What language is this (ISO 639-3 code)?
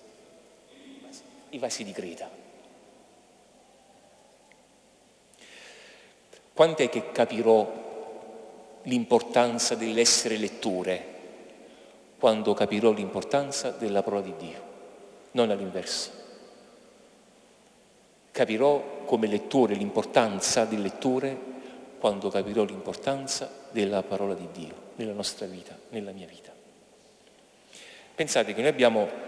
ita